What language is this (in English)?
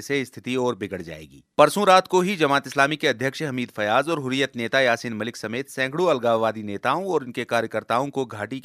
Hindi